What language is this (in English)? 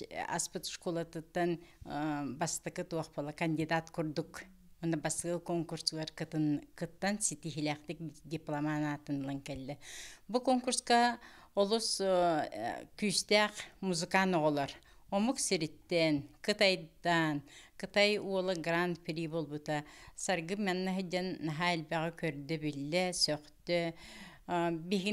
Yakut